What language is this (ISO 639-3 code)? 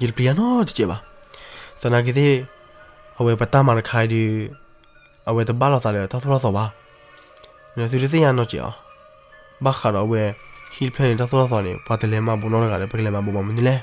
ksw